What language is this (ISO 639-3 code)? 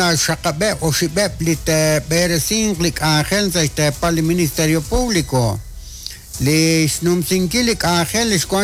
kek